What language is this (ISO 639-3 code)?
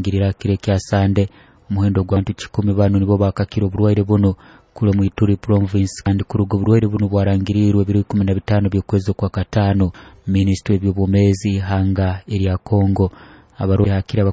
nyo